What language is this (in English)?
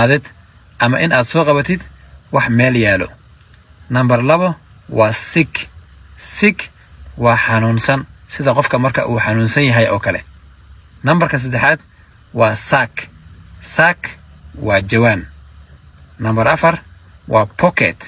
Somali